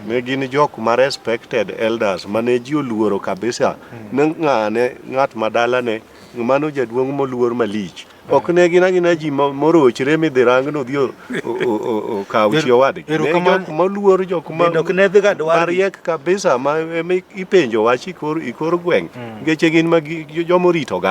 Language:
Luo (Kenya and Tanzania)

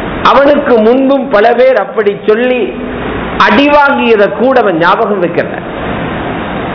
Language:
Tamil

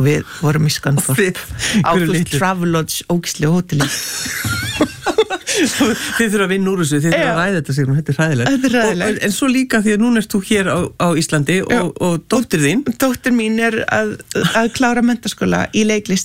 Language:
Icelandic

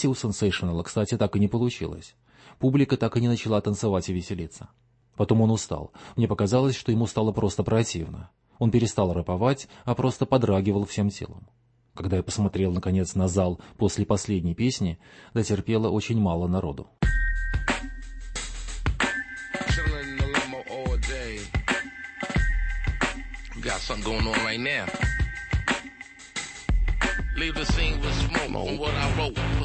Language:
Russian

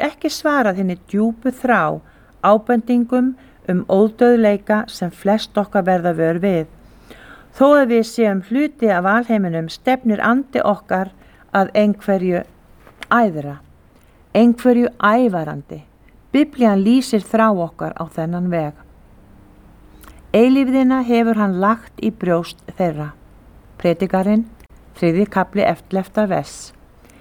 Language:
Icelandic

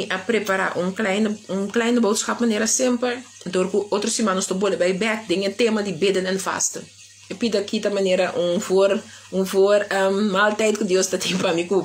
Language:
Papiamento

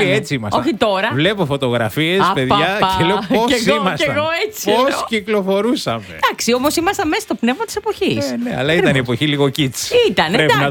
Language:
Greek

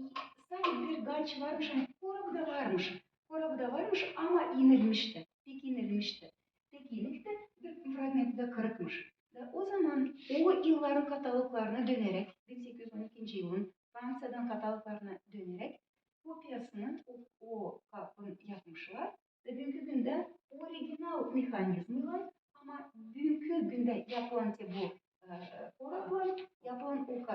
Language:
Gagauz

